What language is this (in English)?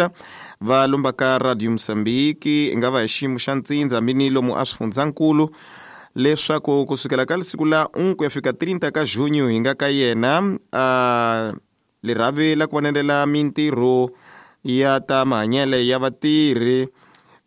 Tsonga